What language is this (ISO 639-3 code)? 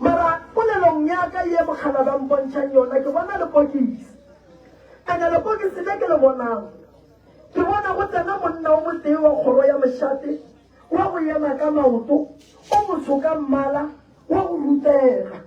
nso